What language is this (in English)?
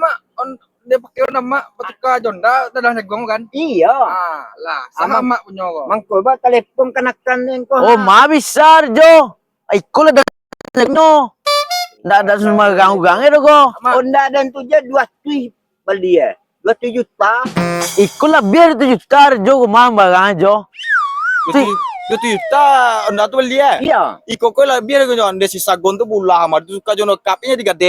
Minangkabau